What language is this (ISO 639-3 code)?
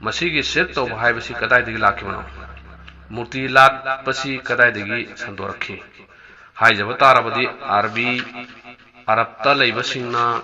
mni